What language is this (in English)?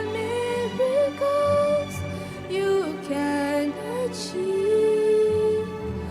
Iban